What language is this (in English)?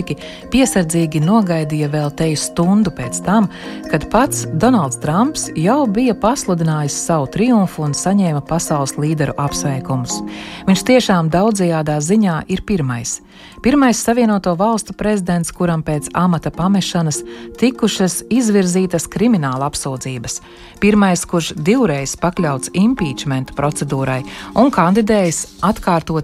Latvian